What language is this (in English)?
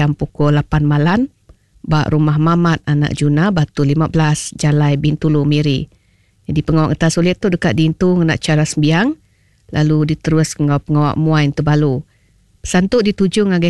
Iban